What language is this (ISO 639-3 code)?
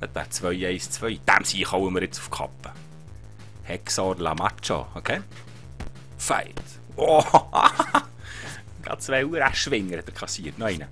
gsw